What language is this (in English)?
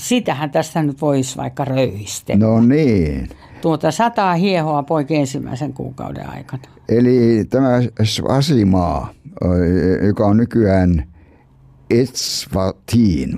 Finnish